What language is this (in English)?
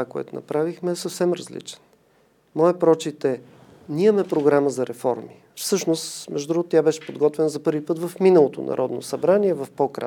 Bulgarian